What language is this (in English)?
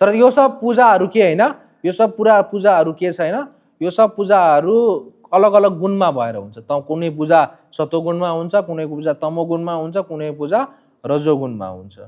Nepali